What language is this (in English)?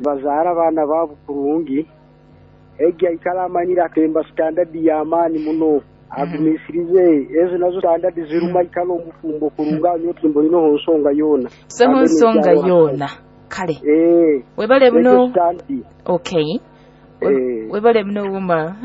Nyoro